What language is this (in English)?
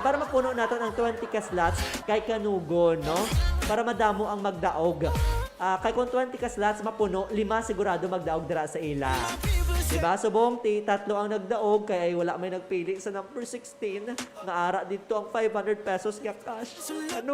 Hiligaynon